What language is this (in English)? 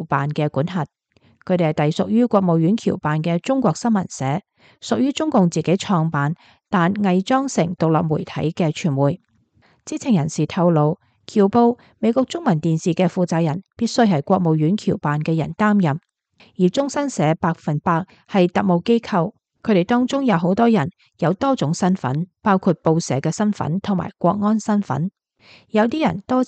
Cantonese